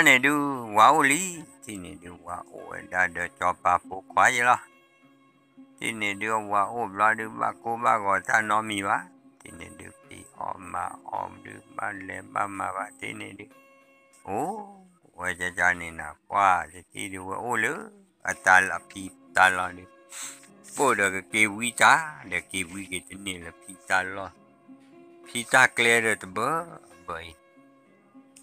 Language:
S'gaw Karen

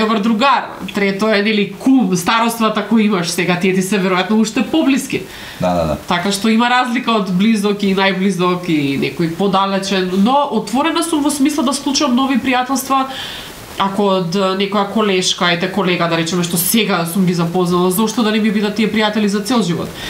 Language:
Macedonian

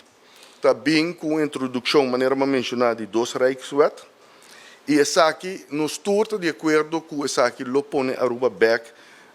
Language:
Papiamento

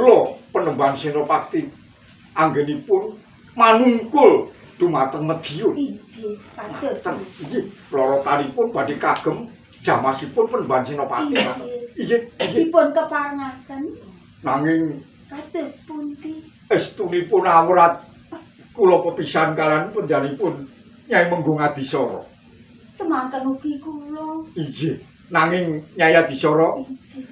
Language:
Javanese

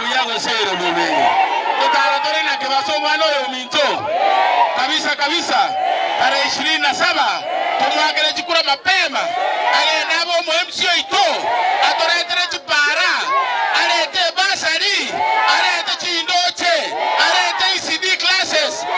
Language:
Gusii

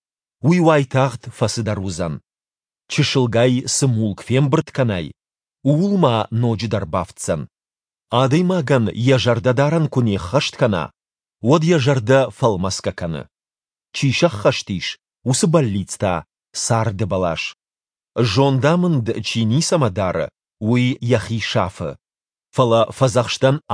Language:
Ossetic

